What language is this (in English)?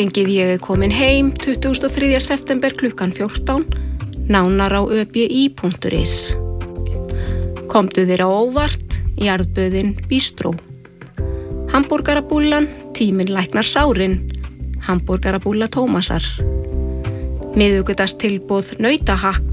Icelandic